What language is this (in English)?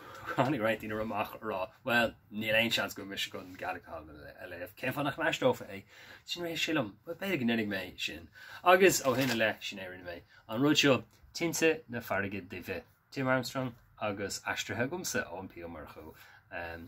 Irish